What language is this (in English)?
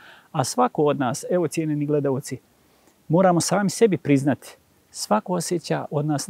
Bosnian